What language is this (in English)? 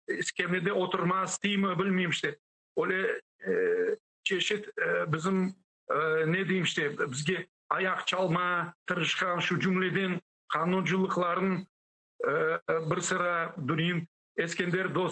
Crimean Tatar